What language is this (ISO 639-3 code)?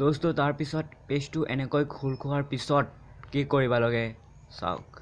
asm